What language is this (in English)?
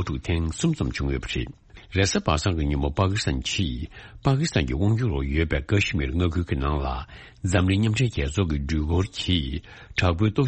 Tibetan